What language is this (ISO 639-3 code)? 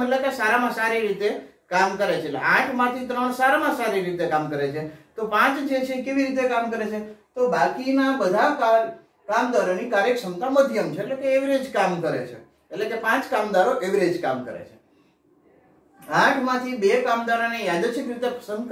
guj